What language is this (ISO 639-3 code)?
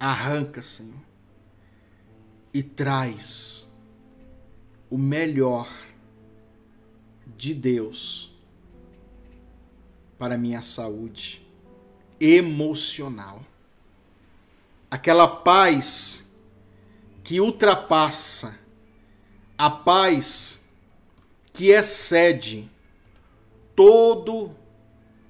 por